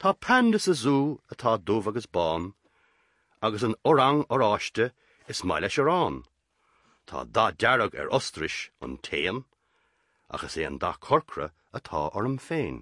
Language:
Irish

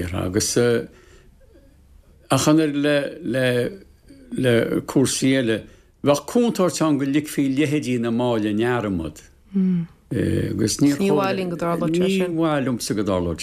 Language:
Irish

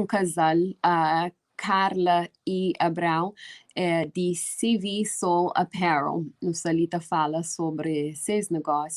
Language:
Kabuverdianu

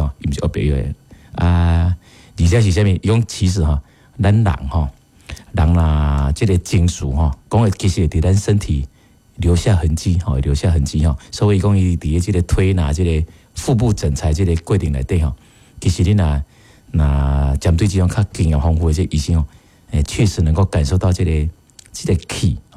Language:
Min Nan Chinese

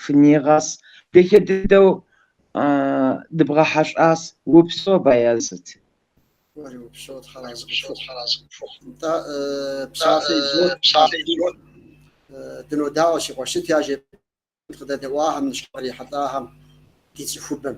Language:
Kabardian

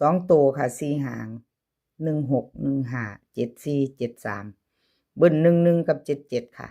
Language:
Northeastern Thai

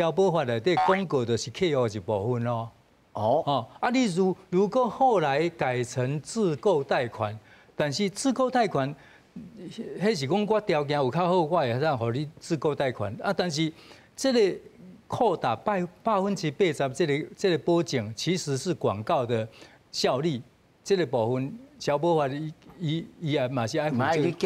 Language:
Min Nan Chinese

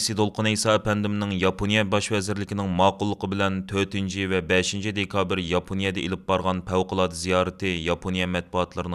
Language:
Uyghur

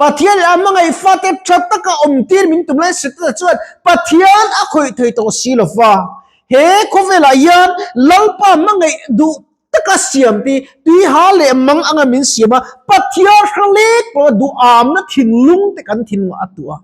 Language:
Mizo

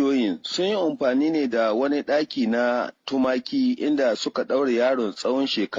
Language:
Hausa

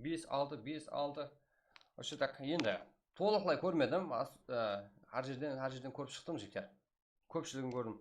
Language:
Kara-Kalpak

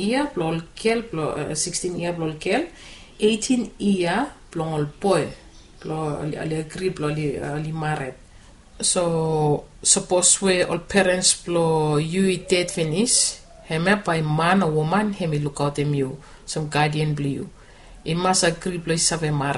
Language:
Bislama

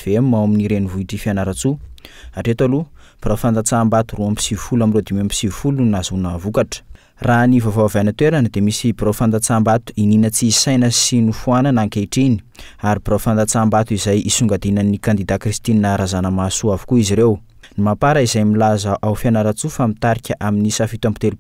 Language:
Malagasy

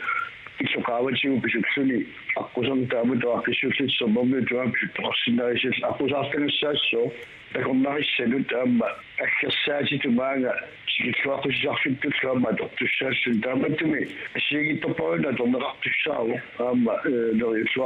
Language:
Kalaallisut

